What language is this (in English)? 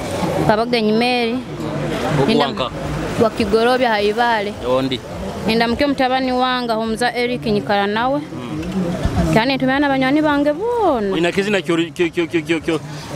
Nyoro